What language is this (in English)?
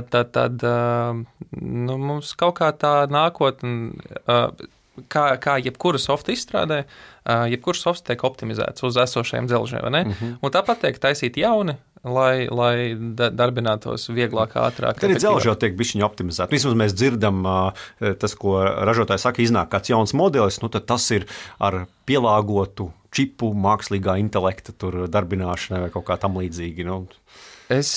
Latvian